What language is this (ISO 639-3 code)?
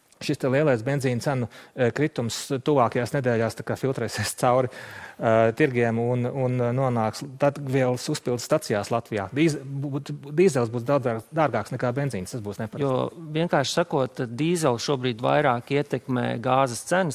lav